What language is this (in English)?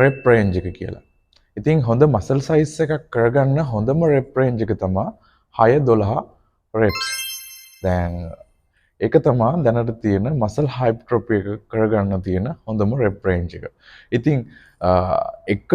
Sinhala